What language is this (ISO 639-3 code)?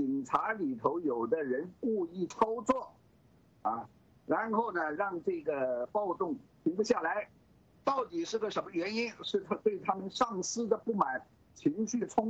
zho